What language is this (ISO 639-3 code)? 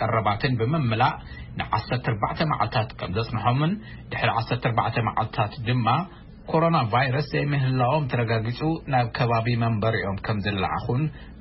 tir